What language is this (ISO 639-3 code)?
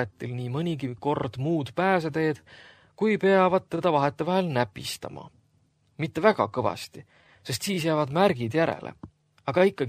est